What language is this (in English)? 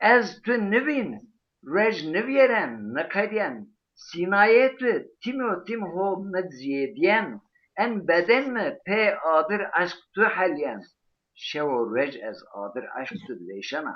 Zaza